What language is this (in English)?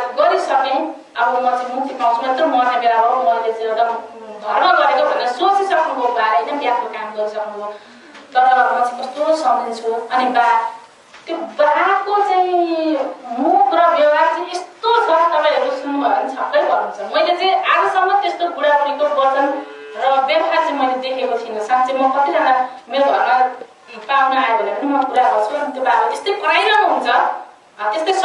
Nepali